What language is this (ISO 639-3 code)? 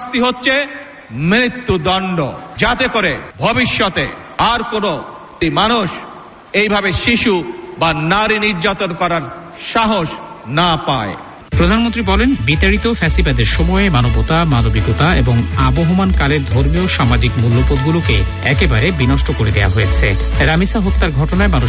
ben